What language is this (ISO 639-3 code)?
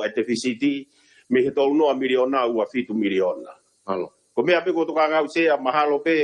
ton